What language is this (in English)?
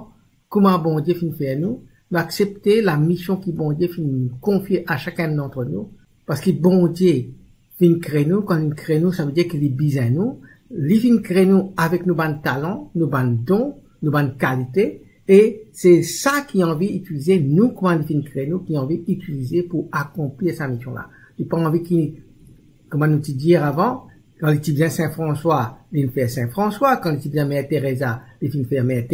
Morisyen